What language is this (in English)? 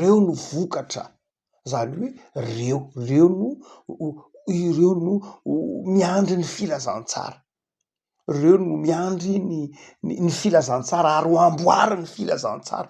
Malagasy